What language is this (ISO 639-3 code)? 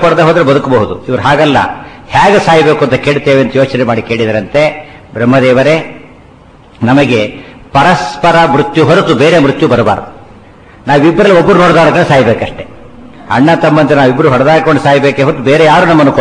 kan